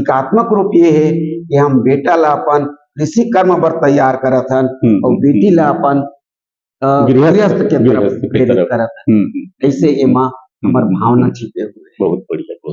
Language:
Chhattisgarhi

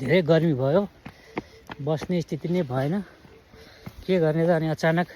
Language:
Nepali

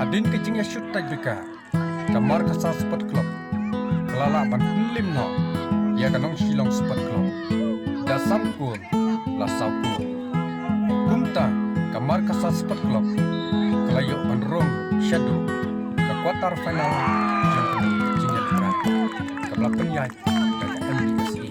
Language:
Khasi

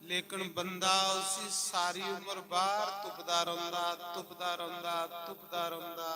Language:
Dogri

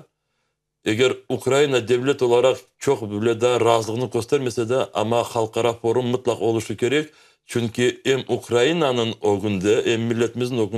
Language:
Crimean Tatar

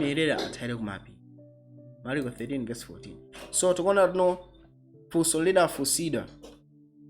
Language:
Nyanja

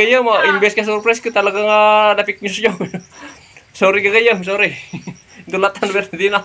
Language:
Iloko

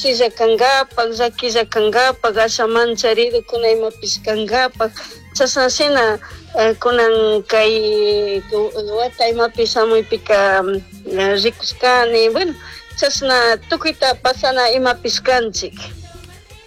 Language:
Chimborazo Highland Quichua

